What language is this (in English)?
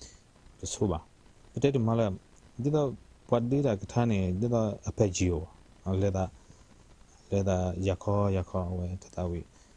S'gaw Karen